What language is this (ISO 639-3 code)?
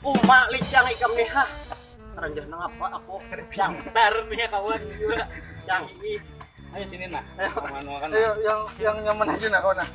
bjn